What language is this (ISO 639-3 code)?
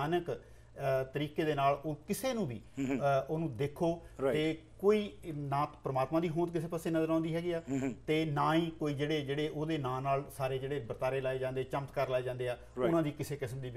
pan